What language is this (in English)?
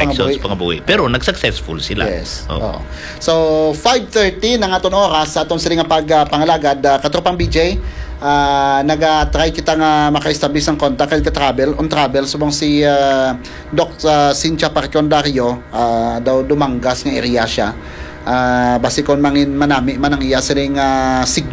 Hiligaynon